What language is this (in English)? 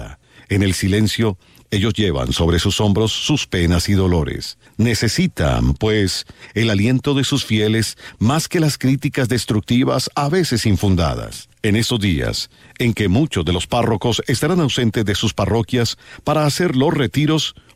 Spanish